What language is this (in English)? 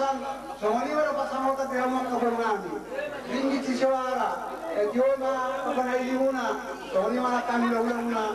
Batak Toba